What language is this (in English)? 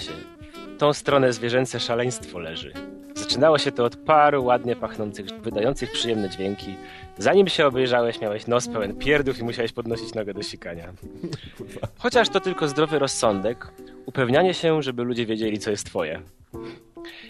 Polish